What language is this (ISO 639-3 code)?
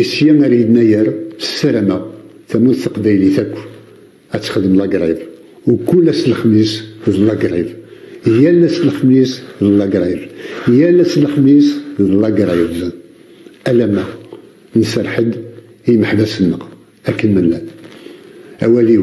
kab